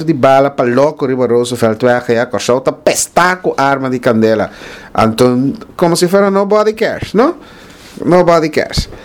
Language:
Papiamento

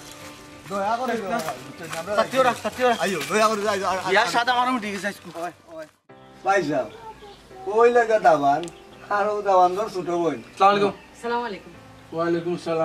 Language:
Sylheti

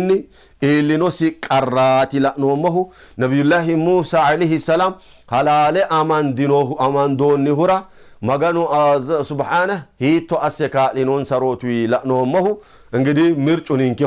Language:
Sidamo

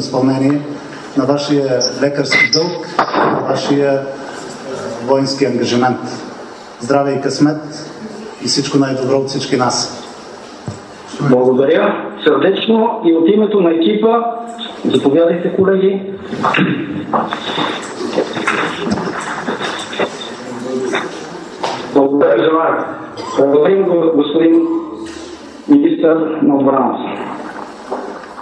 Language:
Bulgarian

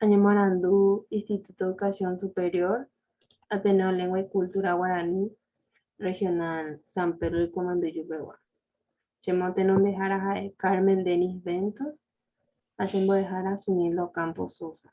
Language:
Guarani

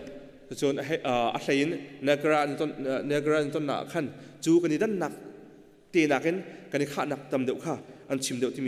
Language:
Hakha Chin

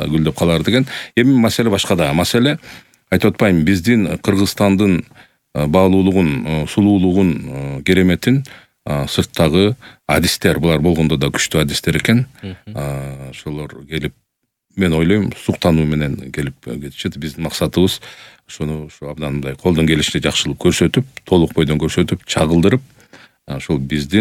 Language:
Kyrgyz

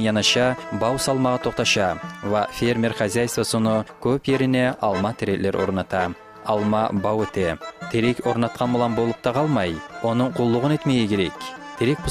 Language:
Kumyk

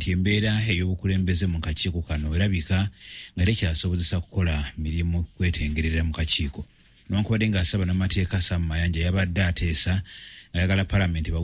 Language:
Ganda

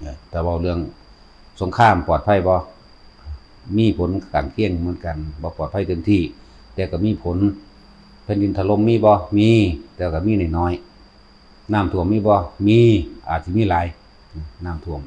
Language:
Northeastern Thai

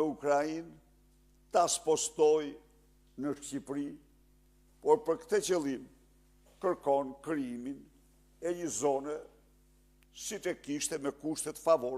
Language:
Albanian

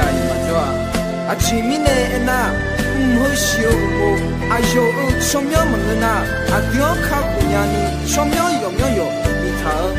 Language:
Akha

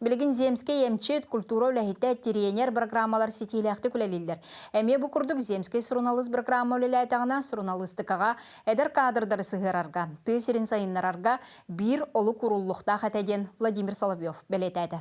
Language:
Yakut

